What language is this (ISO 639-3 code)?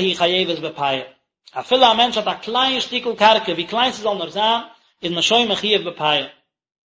yid